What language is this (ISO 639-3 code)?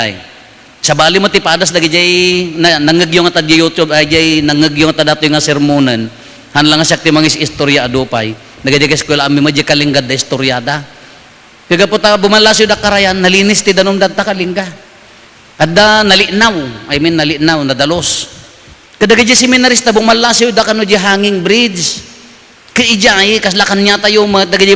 ilo